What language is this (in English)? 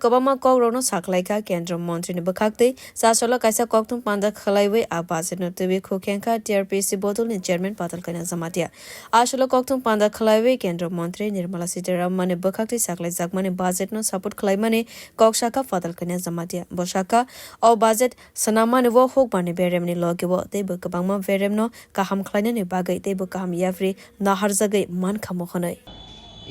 Kok Borok